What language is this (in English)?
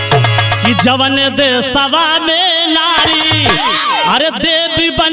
Bhojpuri